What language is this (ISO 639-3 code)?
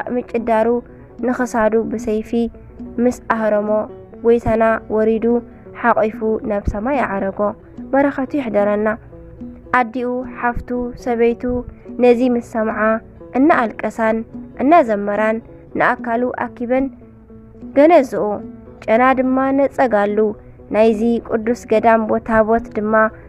tir